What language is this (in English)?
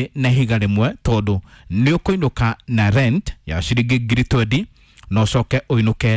Kikuyu